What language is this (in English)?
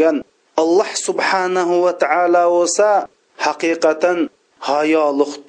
Uyghur